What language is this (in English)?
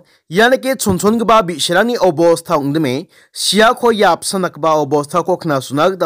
Garo